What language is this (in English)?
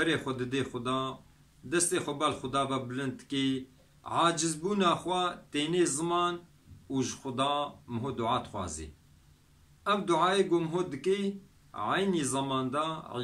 Kurdish